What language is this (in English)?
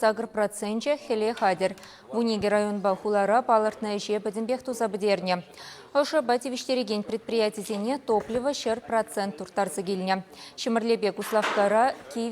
Chuvash